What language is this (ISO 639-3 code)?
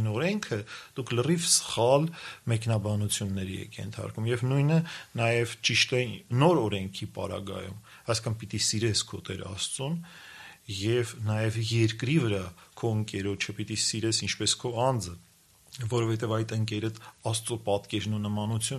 hye